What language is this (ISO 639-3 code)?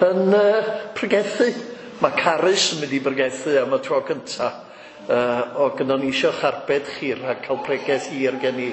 cym